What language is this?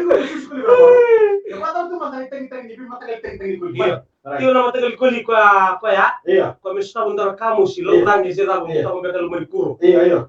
Fijian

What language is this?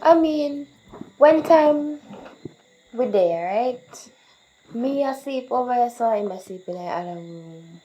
Jamaican Creole English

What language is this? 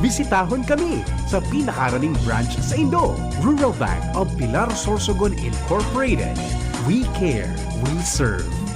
Bikol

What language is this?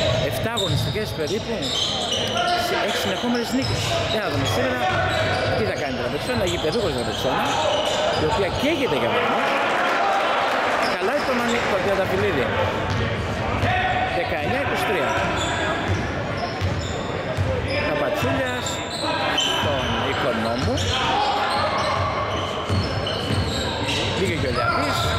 Greek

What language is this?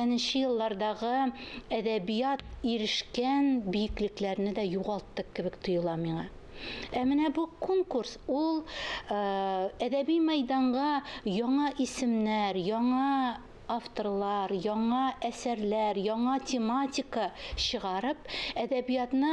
Tatar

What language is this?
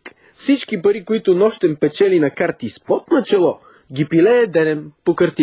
Bulgarian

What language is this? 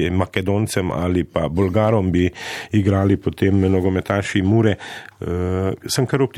Slovenian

